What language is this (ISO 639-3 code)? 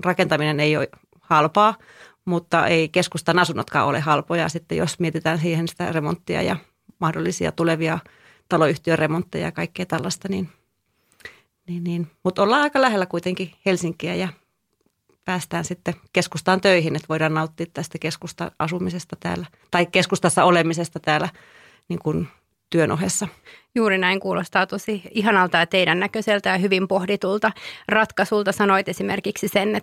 fin